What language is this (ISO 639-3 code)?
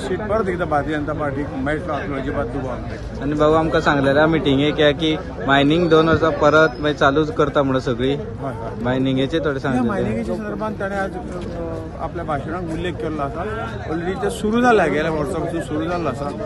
kok